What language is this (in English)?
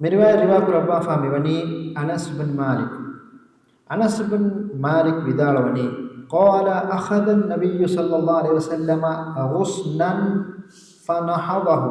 Divehi